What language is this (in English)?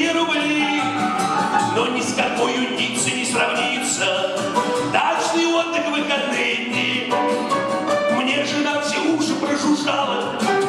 Russian